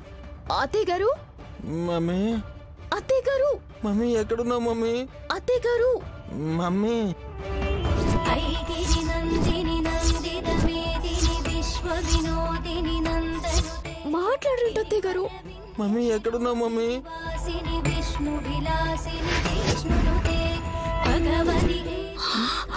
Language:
Telugu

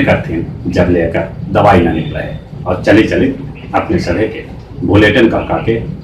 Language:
Magahi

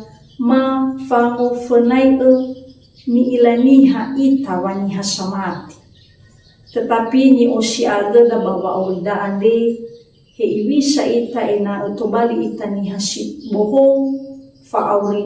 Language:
Nias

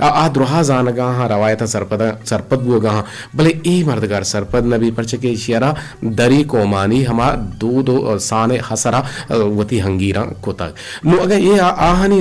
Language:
Eastern Balochi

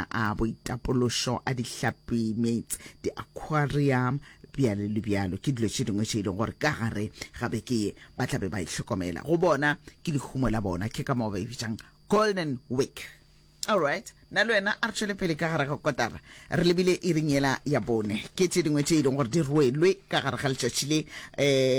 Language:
Northern Sotho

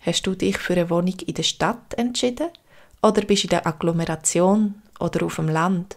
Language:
Swiss German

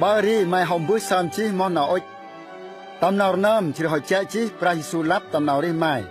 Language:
Central Mnong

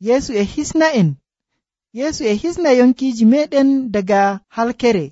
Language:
Nigerian Fulfulde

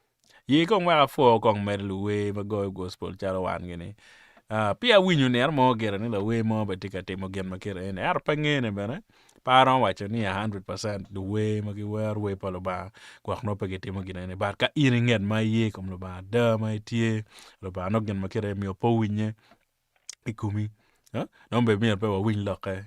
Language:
Acoli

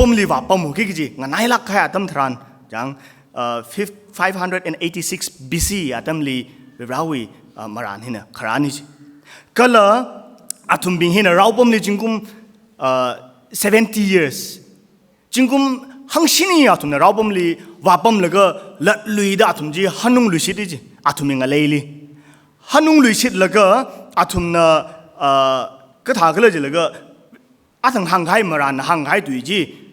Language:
Tangkhul Naga (India)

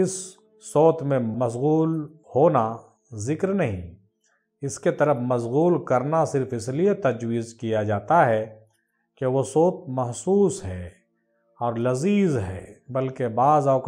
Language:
Urdu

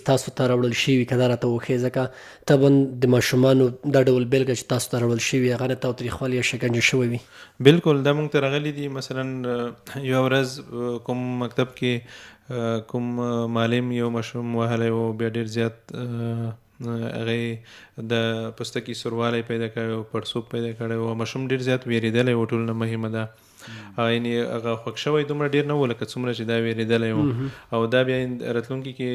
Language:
Pashto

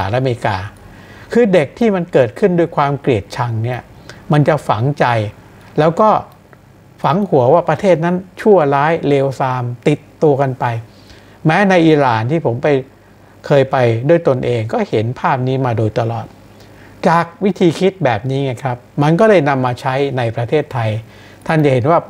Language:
Thai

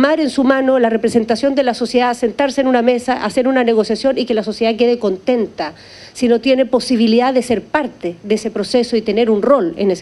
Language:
Spanish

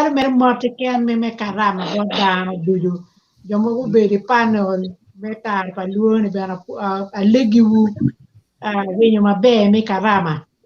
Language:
Acoli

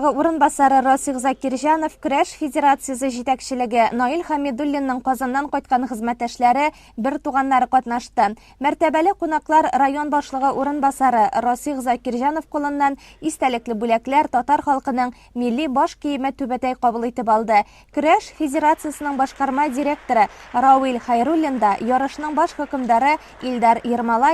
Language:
Tatar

